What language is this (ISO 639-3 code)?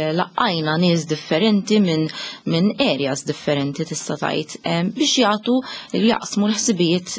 mlt